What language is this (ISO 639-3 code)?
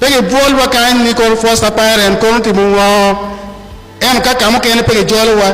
ach